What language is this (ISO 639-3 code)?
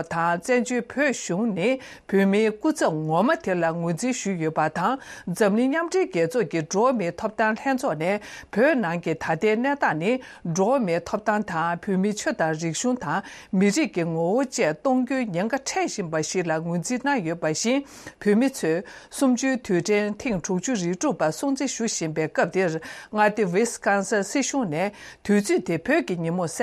bod